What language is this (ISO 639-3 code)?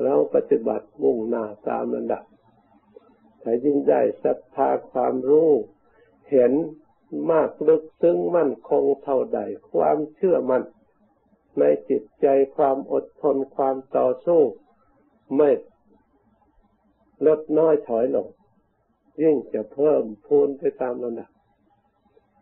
tha